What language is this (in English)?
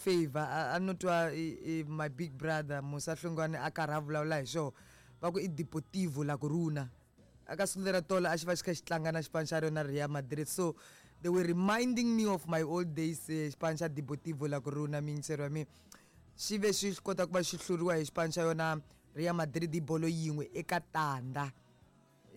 Tsonga